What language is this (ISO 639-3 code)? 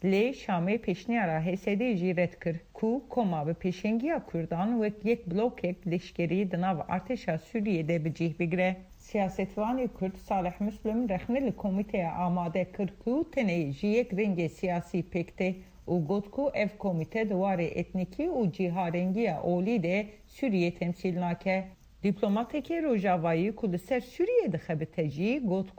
kur